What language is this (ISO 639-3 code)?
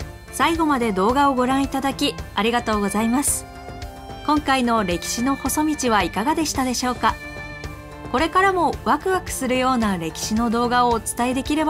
jpn